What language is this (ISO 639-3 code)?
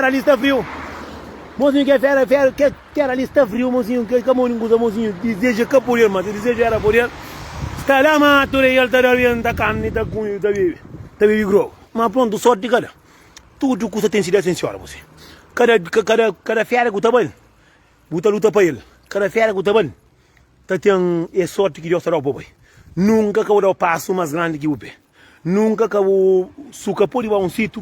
kea